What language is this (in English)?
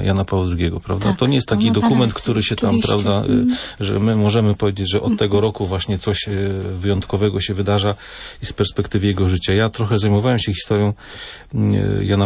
Polish